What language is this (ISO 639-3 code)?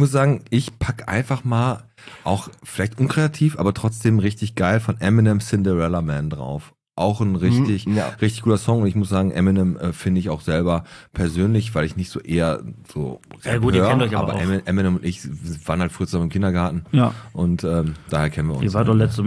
deu